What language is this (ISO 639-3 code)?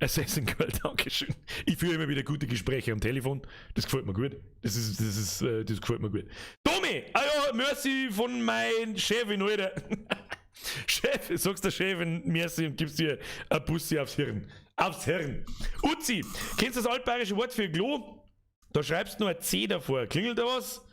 bar